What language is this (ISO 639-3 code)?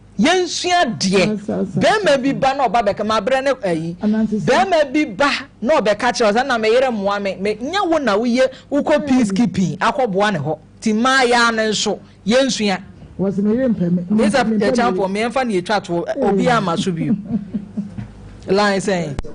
aka